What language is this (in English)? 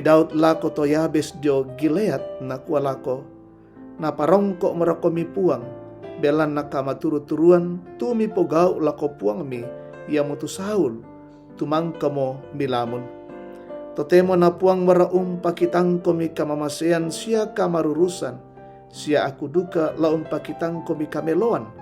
Toraja-Sa'dan